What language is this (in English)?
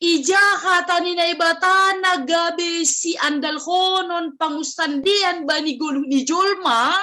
Batak Simalungun